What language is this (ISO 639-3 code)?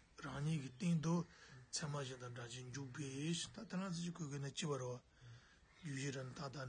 bod